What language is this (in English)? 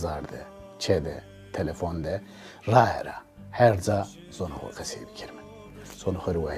Zaza